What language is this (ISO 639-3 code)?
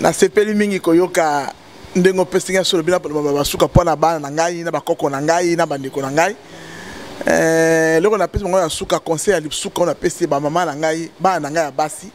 lin